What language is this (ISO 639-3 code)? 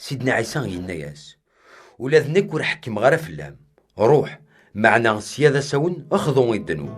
kab